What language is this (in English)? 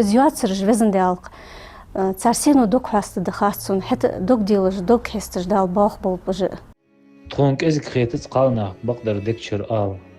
Ingush